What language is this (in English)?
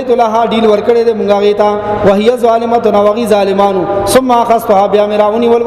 Pashto